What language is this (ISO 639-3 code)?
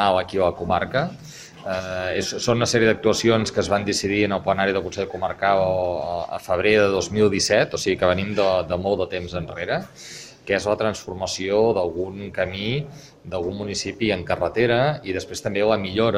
cat